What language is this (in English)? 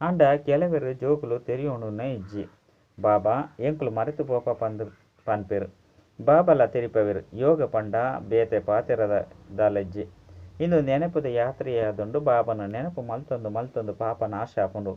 Tulu